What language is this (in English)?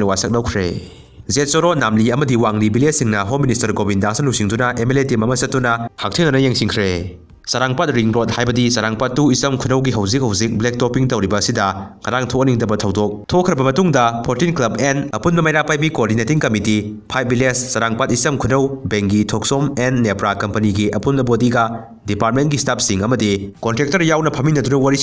Manipuri